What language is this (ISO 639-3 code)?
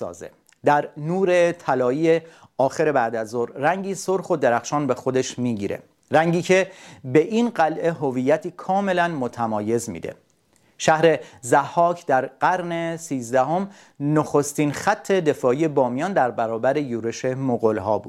fas